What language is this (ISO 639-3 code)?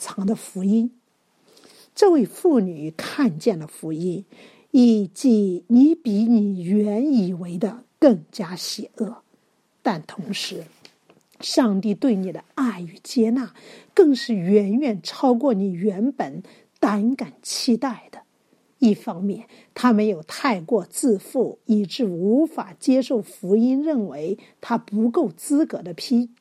zho